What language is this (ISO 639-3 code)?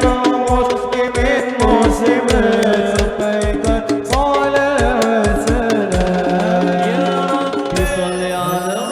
bjn